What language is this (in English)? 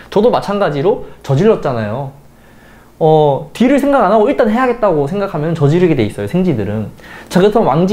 Korean